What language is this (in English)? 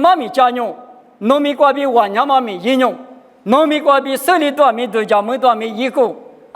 Lisu